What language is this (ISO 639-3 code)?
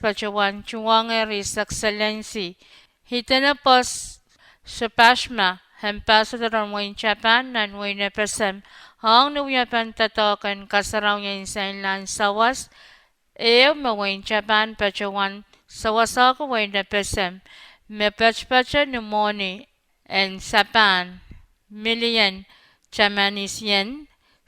pon